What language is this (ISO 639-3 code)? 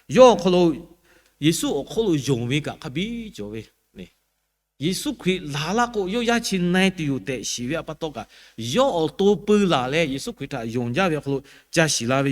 lhu